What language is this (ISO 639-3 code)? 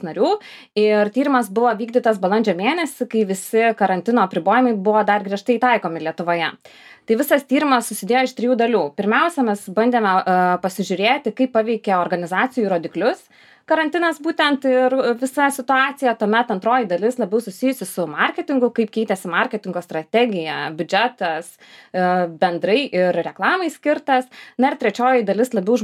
lit